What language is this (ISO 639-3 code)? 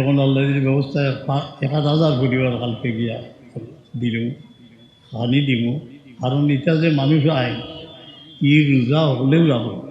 syl